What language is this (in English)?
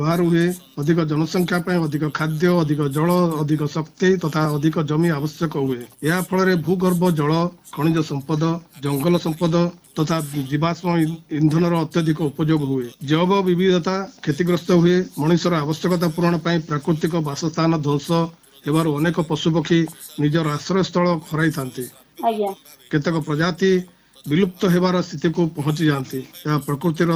Odia